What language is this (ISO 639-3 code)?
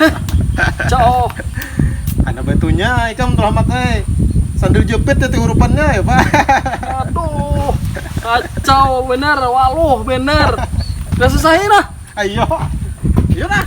bjn